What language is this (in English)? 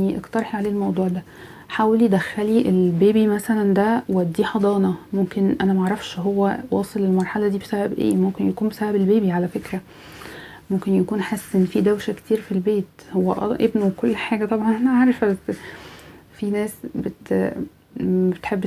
Egyptian Arabic